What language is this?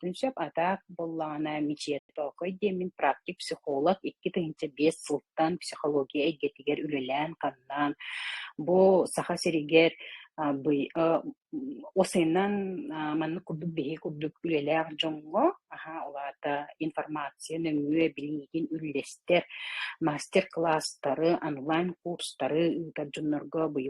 Yakut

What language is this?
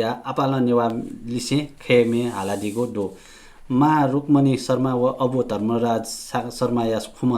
Newari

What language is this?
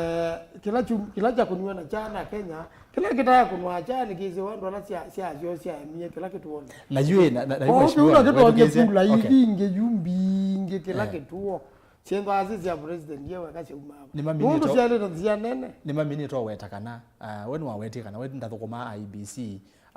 Kamba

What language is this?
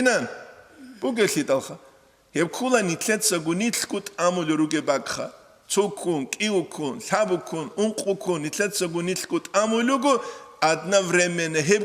Avaric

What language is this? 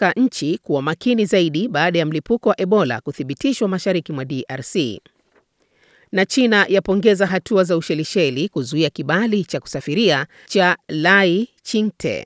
Swahili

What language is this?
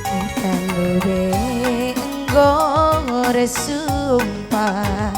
Batak Karo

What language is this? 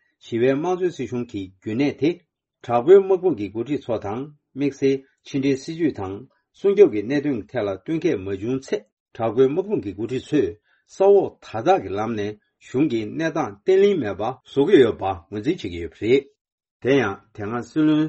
Tibetan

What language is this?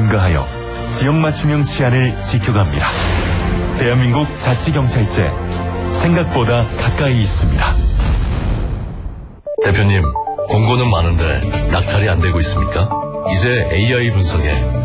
Korean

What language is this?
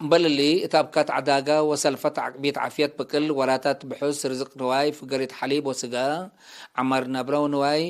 Tigre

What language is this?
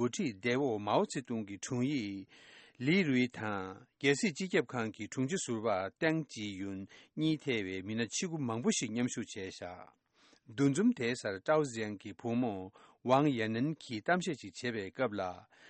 Tibetan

